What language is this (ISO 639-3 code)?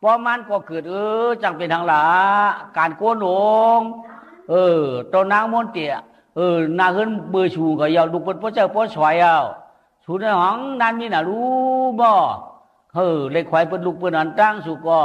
shn